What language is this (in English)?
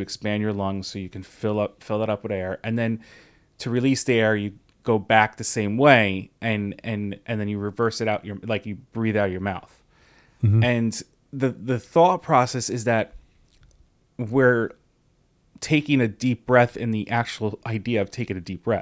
English